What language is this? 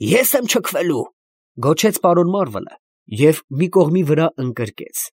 Armenian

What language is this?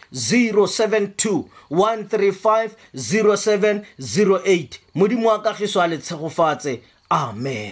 Tswana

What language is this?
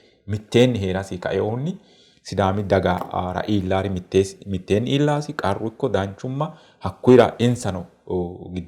Sidamo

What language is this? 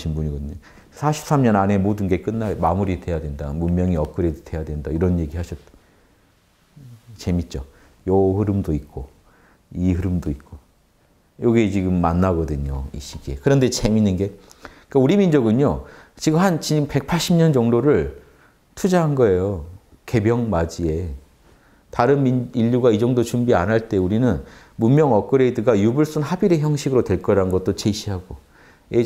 Korean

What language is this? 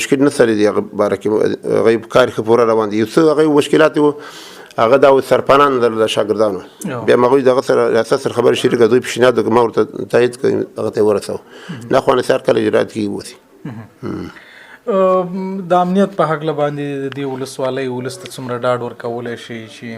Pashto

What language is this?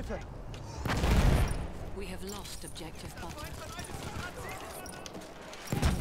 Finnish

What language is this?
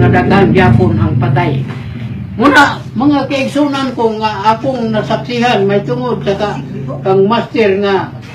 Cebuano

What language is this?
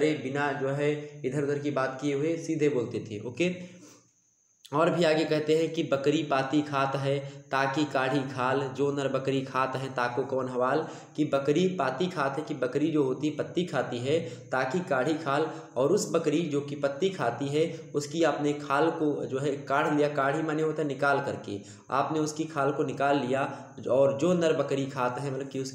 Hindi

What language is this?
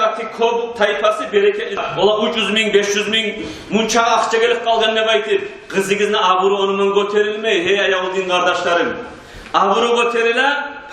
Kumyk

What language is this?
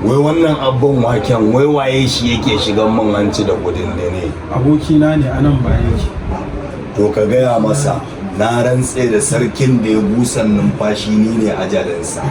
Hausa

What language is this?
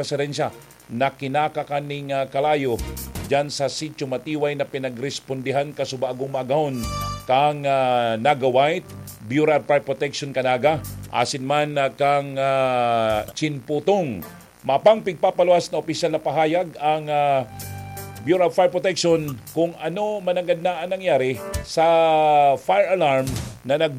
Bikol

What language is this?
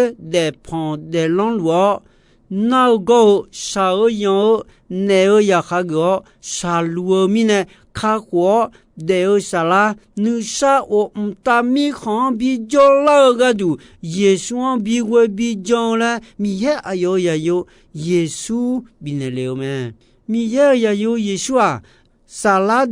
Akha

